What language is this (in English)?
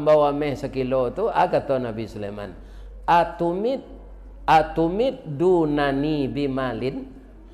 Minangkabau